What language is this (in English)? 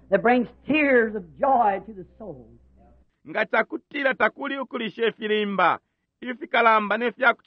Bemba